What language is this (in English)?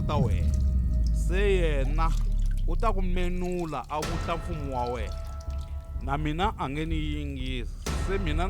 Tsonga